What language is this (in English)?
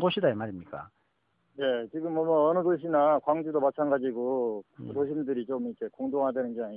Korean